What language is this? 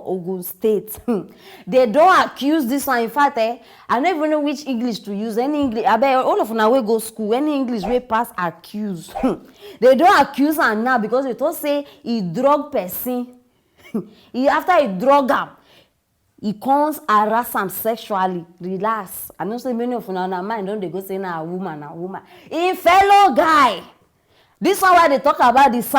Nigerian Pidgin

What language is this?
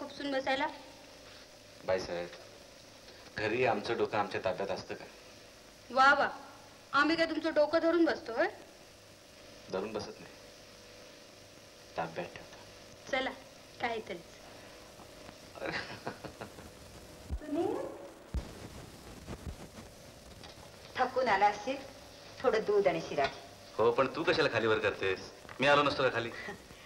Marathi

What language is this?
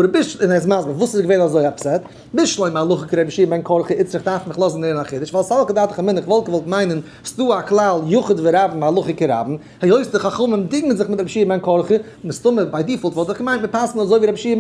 Yiddish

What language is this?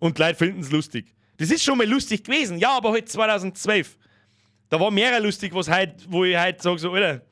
Bavarian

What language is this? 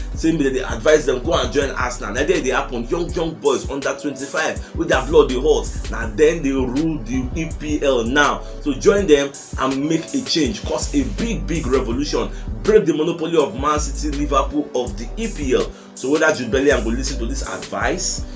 Nigerian Pidgin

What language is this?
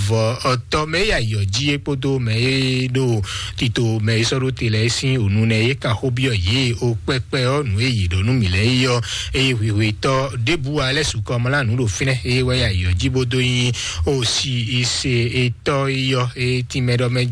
Fon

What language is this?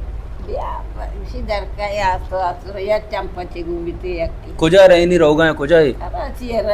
Baluchi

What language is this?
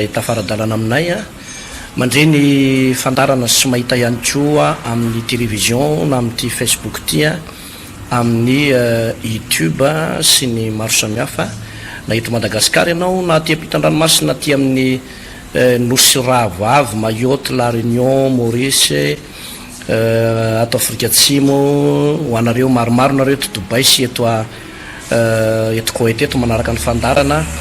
Malagasy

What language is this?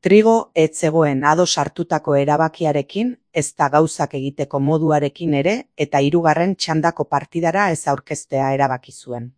Basque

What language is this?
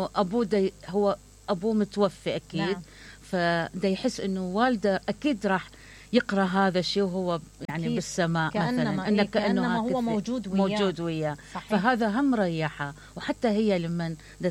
Mesopotamian Arabic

